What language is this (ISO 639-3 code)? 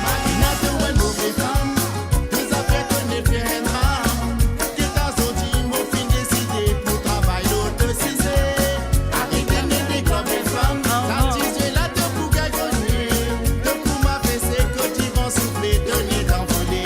mfe